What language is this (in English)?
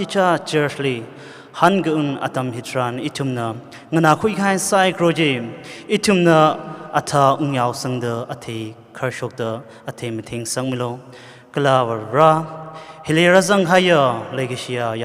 Tangkhul Naga (India)